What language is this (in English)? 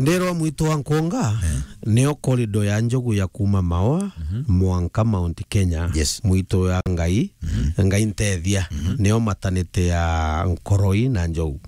Meru